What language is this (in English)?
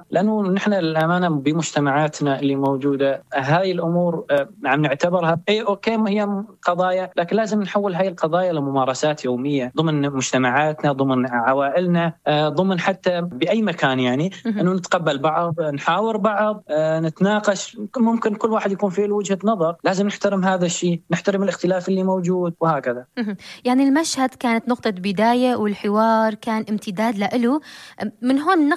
North Levantine Arabic